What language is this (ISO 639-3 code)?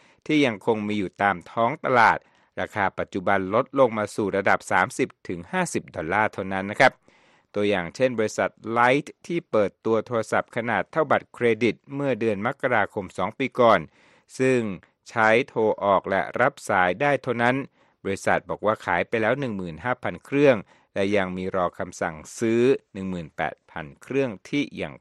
tha